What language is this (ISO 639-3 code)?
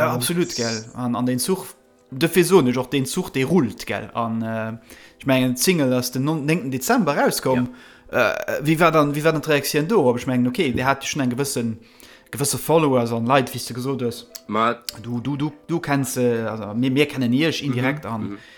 ltz